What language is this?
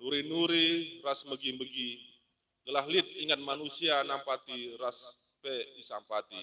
Batak Karo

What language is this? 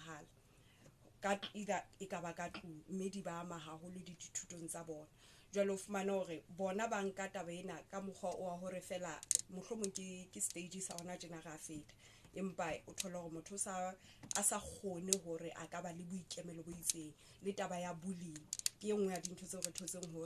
Southern Sotho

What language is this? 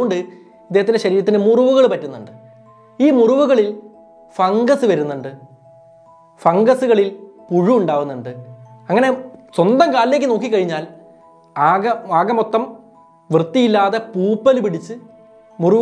Malayalam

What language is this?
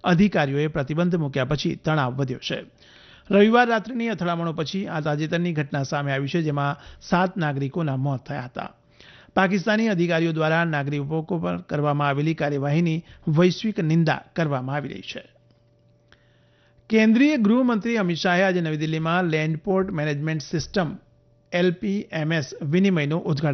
Gujarati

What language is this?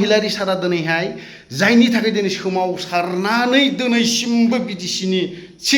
Bodo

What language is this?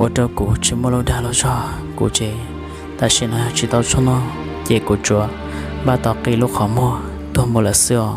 Hmong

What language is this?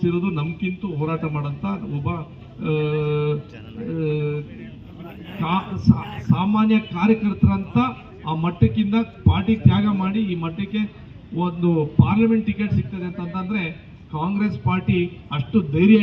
Kannada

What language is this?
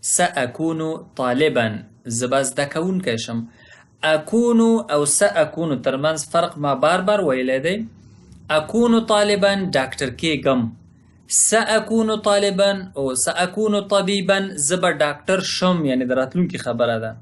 Pashto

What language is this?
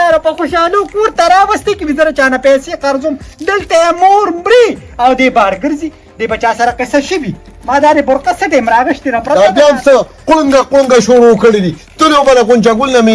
Pashto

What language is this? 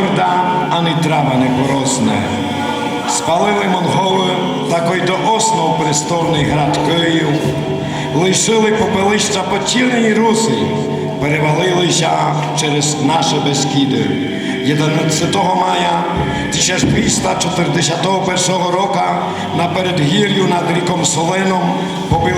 Rusyn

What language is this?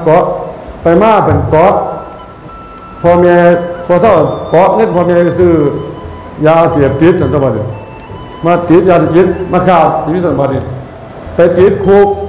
Thai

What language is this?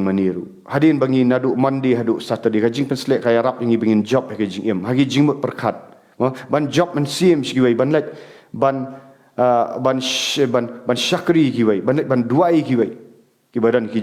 Khasi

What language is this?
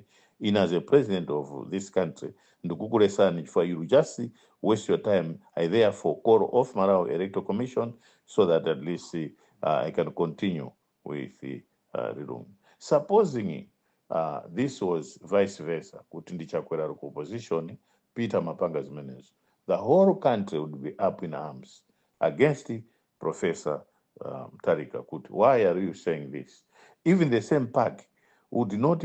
Nyanja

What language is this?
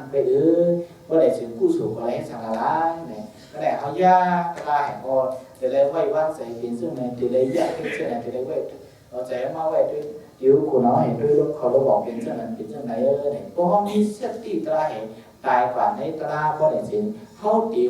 Shan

